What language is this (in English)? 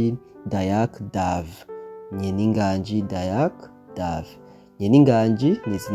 Rundi